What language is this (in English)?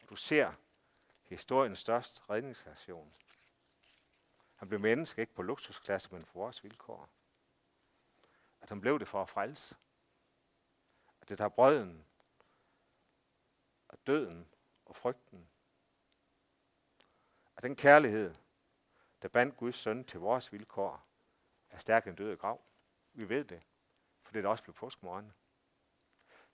Danish